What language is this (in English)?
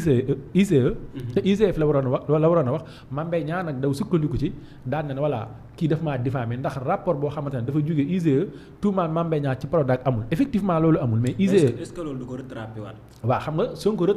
Wolof